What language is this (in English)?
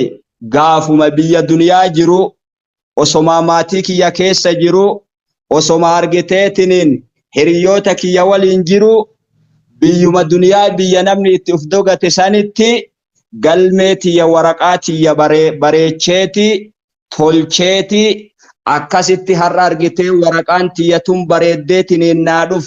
Oromo